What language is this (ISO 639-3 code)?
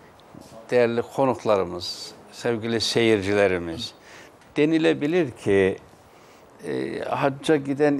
tur